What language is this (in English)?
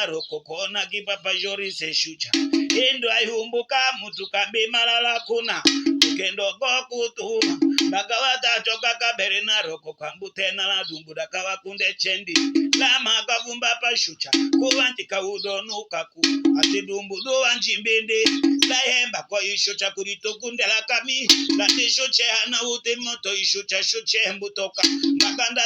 Tetela